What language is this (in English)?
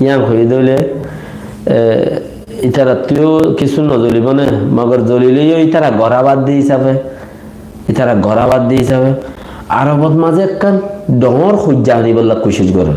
Rohingya